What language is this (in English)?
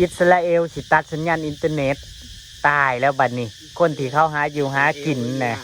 Northeastern Thai